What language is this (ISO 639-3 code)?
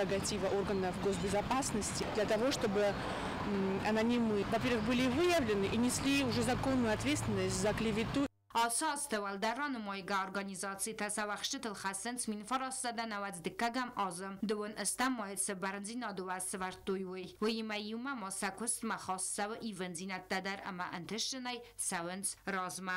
oss